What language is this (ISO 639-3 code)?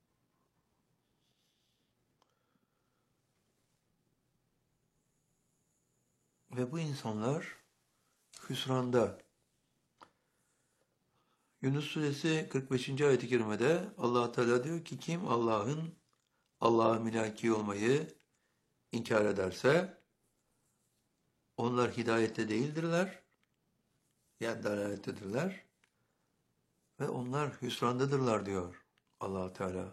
tur